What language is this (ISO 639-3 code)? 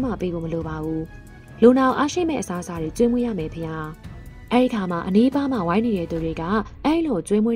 mya